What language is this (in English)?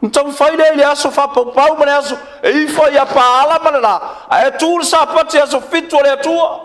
Samoan